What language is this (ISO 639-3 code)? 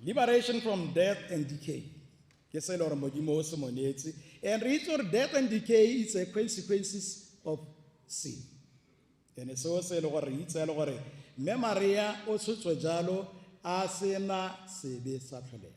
tsn